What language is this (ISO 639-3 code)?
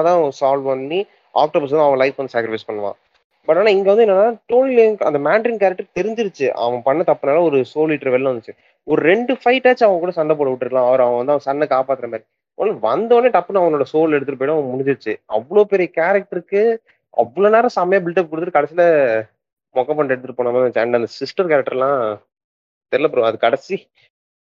tam